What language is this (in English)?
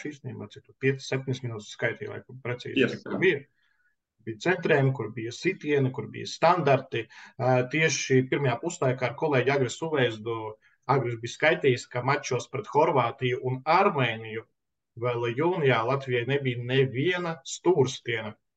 Latvian